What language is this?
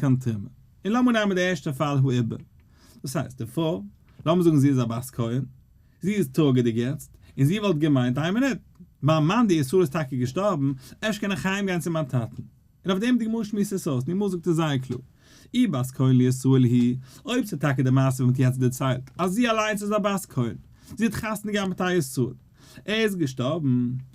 Yiddish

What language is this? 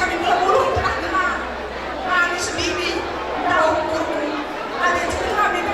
Batak Karo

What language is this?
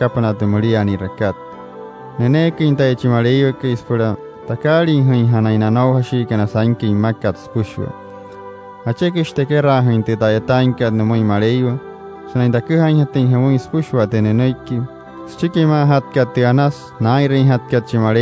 Wayuu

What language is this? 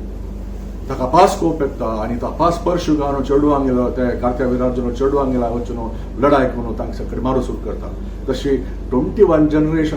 Konkani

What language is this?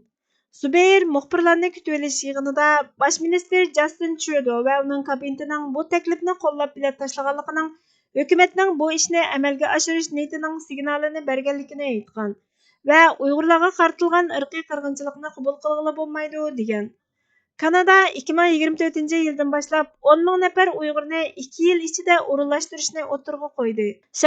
Uyghur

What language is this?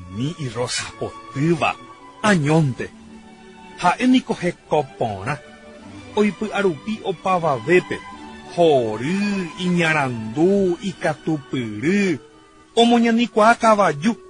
Guarani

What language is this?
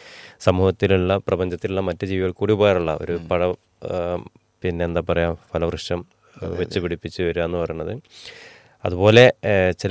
Malayalam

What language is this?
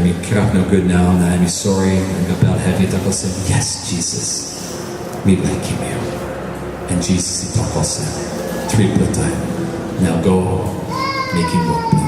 Tok Pisin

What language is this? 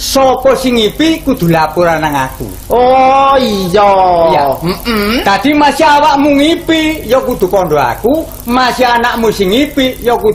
Javanese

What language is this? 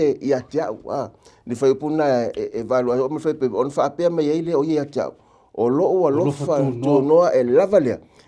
Samoan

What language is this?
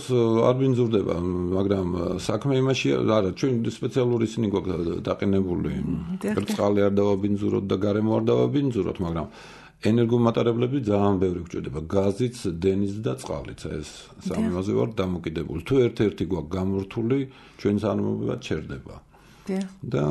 Georgian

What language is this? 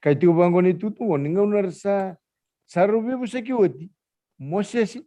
Fijian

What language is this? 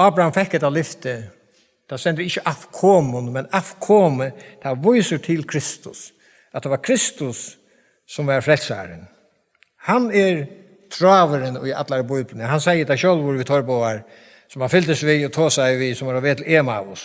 Faroese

